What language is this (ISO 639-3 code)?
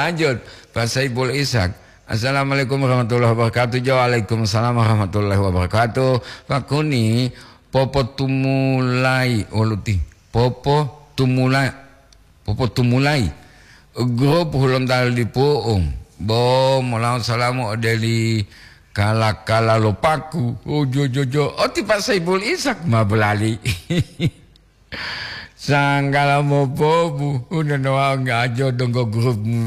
gor